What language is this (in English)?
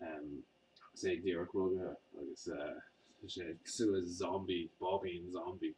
Irish